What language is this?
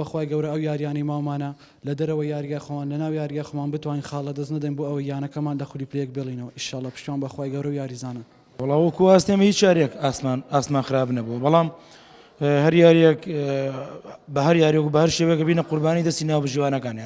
Central Kurdish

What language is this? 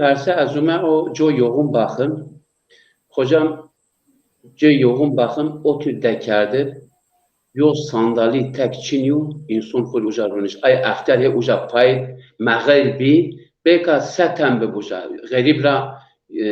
Zaza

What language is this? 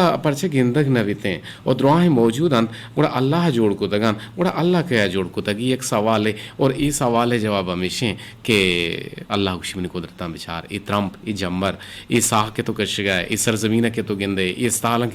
Eastern Balochi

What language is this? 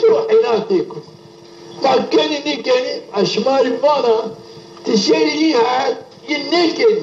Zaza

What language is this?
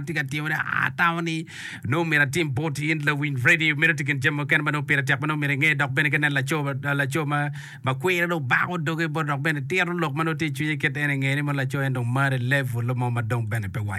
Acoli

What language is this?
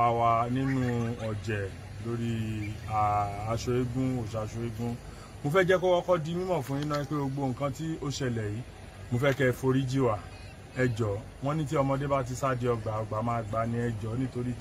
Yoruba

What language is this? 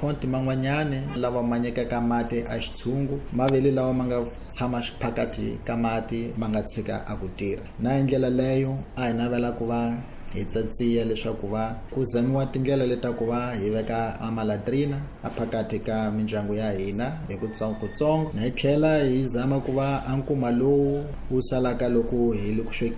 Tsonga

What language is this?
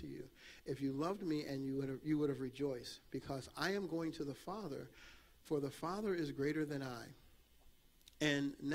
English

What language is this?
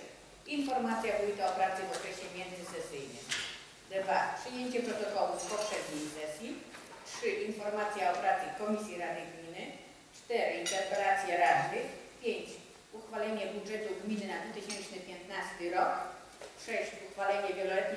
Polish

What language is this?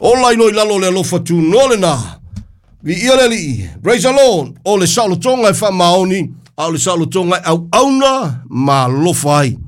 Samoan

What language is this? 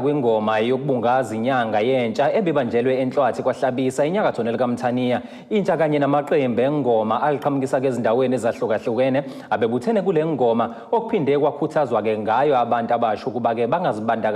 Zulu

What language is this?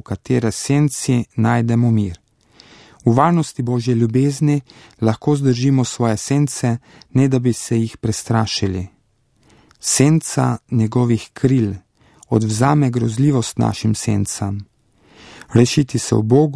Slovenian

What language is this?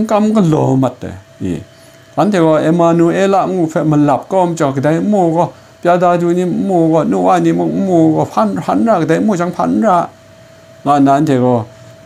Kachin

